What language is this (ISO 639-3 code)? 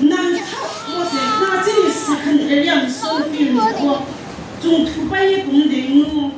ria